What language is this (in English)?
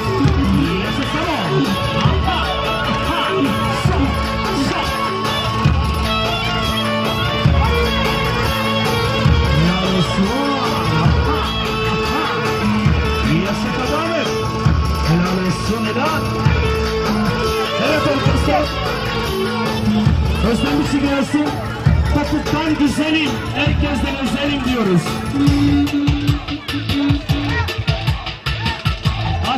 Turkish